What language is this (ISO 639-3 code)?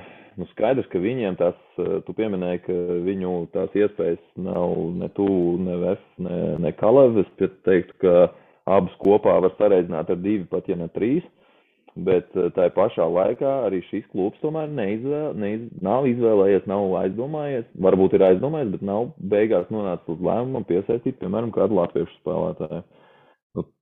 lav